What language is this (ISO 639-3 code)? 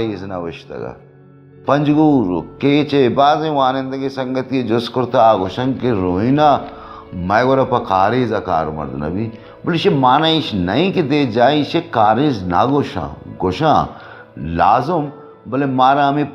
bal